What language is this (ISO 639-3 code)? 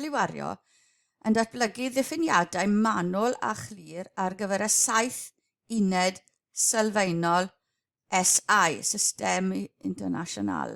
cym